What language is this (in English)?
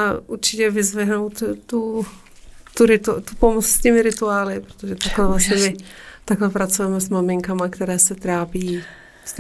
Czech